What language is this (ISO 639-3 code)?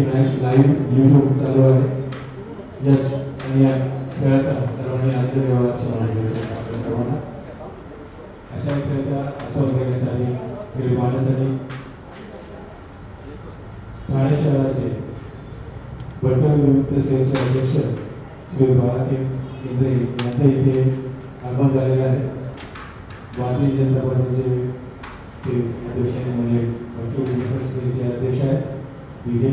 mar